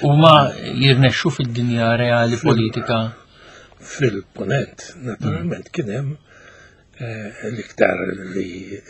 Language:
Maltese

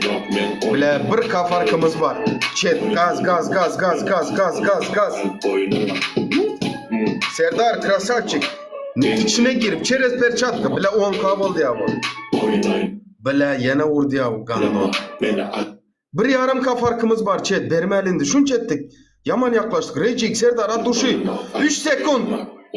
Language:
Turkmen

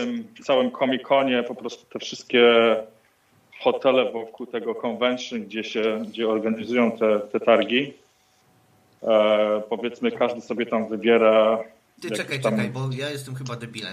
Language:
Polish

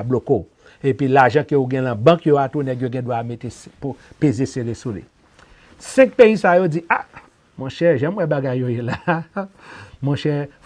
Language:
Haitian Creole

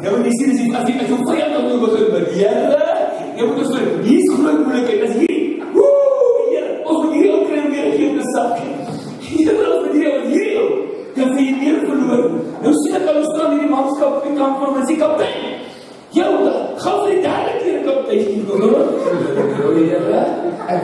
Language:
Afrikaans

